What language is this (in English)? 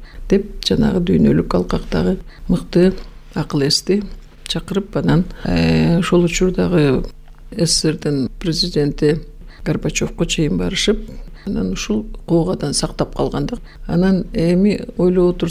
Kyrgyz